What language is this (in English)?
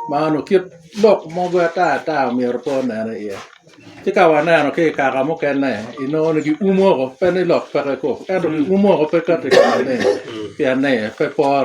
Lango (Uganda)